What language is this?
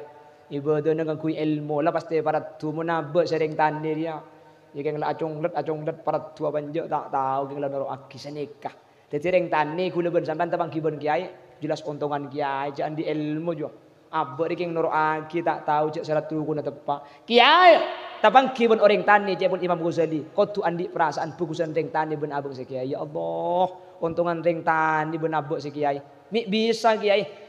Madurese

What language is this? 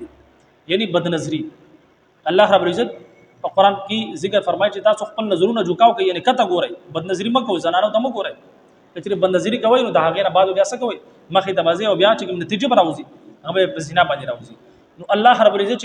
Pashto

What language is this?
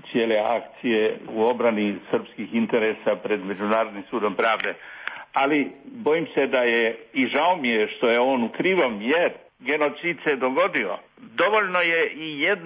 Serbian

